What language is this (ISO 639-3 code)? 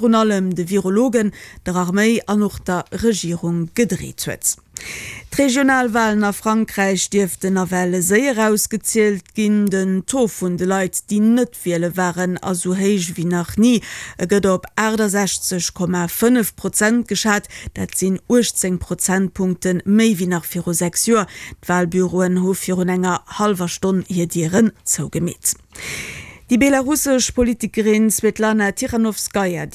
ltz